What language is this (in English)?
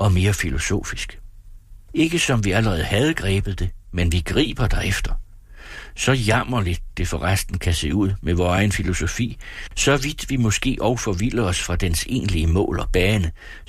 Danish